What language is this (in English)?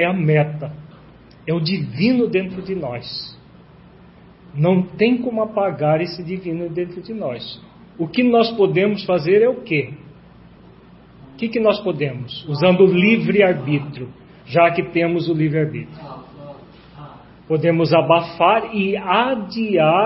Portuguese